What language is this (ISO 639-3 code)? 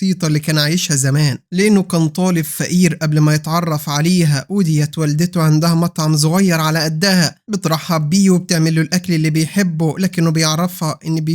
arz